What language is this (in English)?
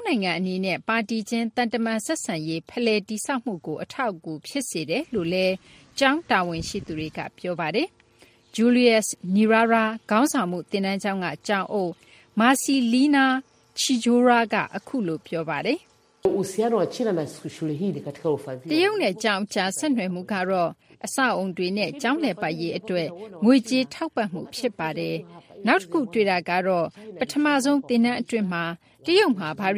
Burmese